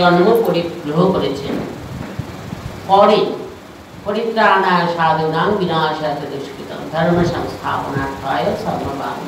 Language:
Bangla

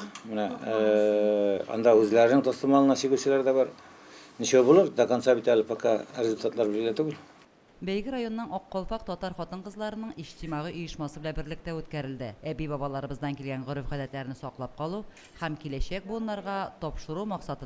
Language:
Tatar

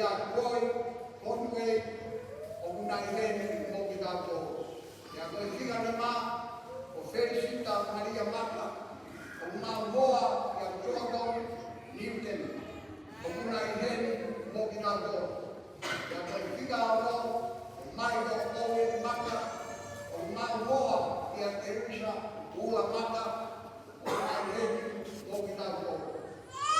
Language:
Tongan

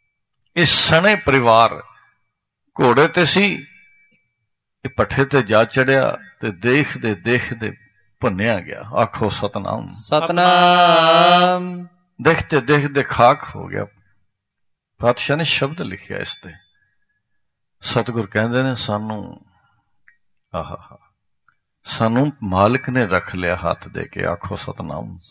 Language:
Punjabi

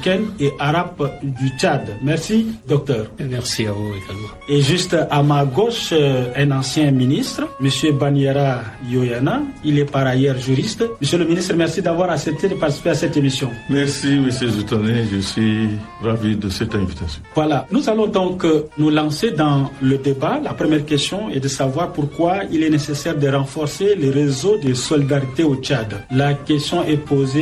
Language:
French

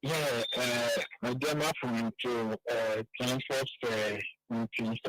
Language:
Ewe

